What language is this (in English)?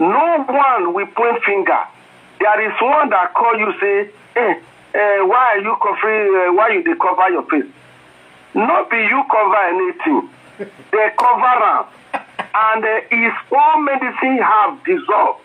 Nigerian Pidgin